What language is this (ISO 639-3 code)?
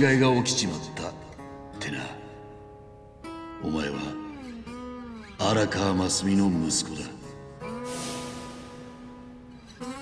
jpn